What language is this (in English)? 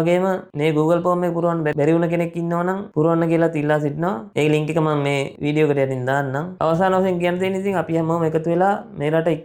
Sinhala